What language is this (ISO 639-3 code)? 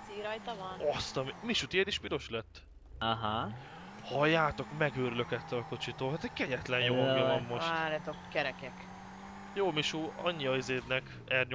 hun